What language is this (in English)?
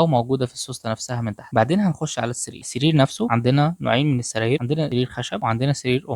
Egyptian Arabic